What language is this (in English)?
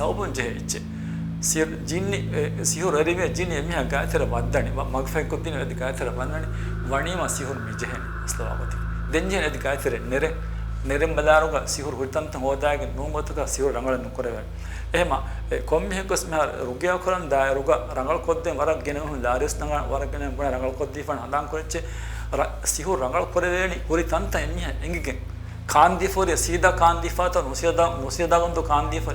Divehi